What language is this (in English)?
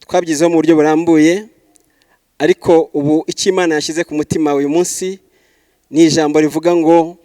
Kinyarwanda